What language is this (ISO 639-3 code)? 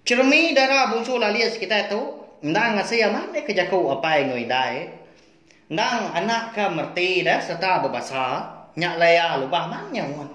iba